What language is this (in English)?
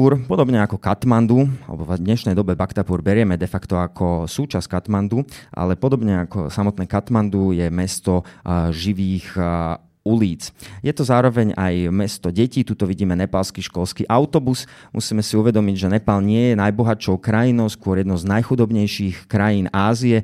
Slovak